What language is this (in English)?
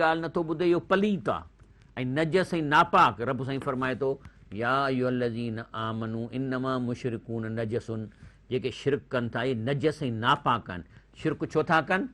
Sindhi